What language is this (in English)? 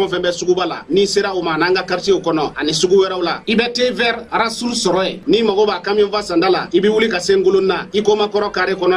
Bambara